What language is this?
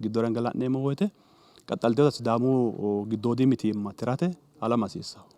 Sidamo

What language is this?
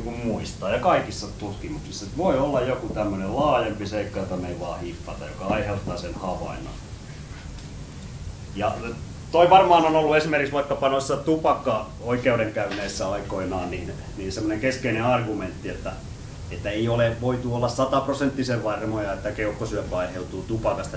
Finnish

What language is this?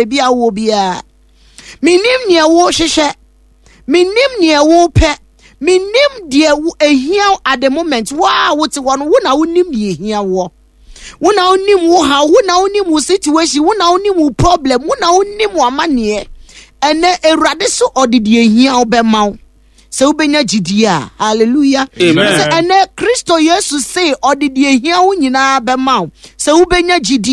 Akan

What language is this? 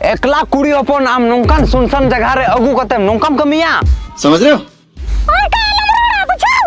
Santali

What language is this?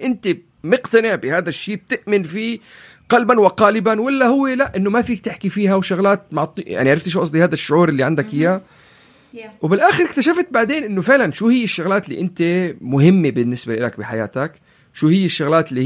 North Levantine Arabic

